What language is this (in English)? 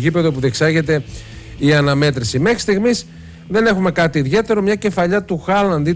Greek